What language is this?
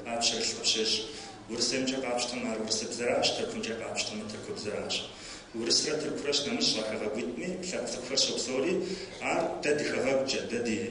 Kabardian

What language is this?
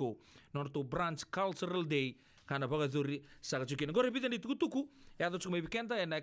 Fijian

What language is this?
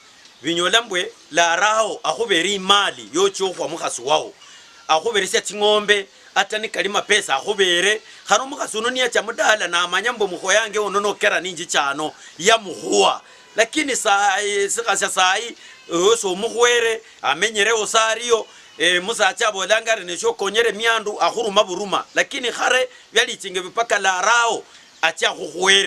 Luyia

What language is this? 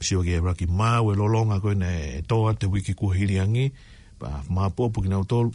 Tongan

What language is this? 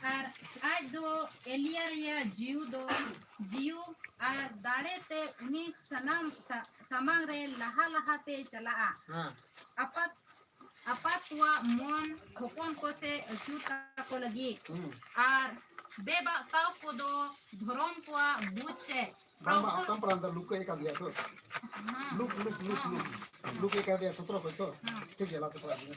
Santali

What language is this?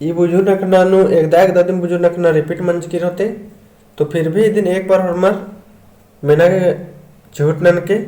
Kurukh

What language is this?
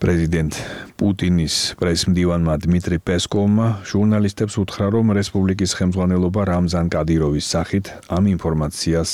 Georgian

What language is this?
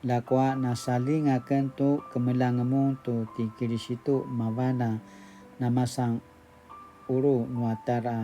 Paiwan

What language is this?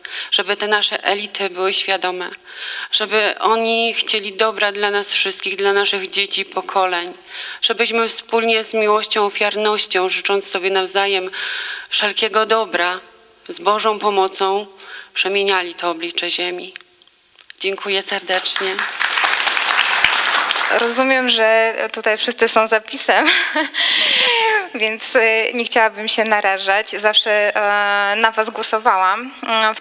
Polish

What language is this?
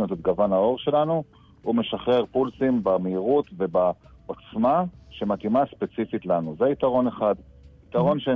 Hebrew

